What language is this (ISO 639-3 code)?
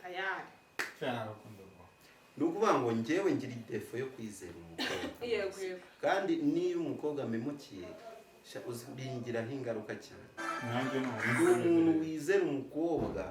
kin